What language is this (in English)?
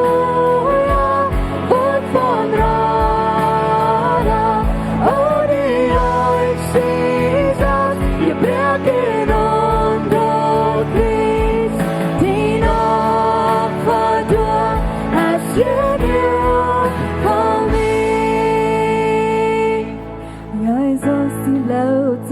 Plautdietsch